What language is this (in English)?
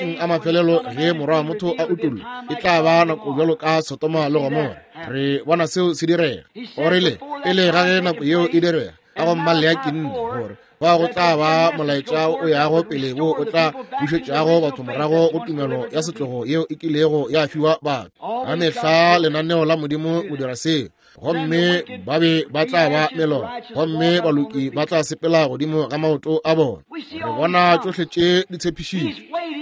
Northern Sotho